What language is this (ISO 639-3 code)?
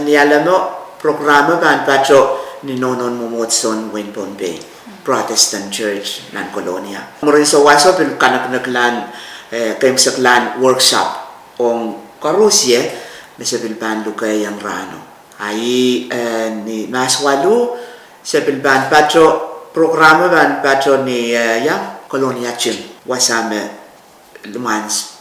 pon